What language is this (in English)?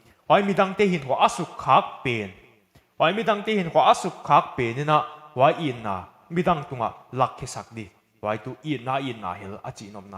Paite Chin